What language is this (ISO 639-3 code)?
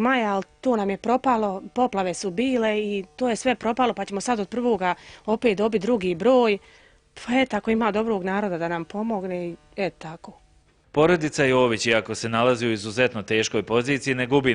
bos